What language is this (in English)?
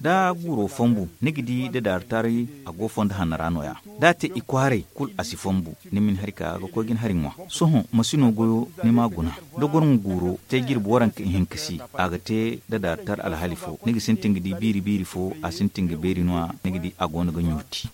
Zarma